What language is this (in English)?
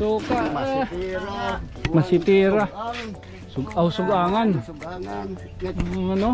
Waray